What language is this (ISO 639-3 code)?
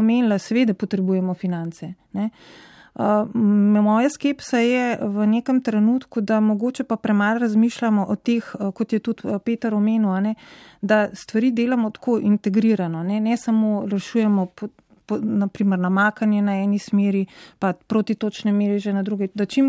slv